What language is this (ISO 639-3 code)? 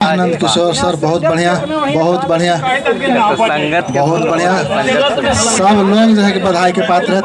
mag